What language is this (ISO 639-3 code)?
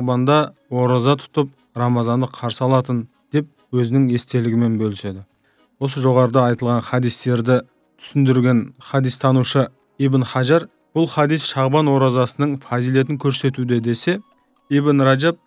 kaz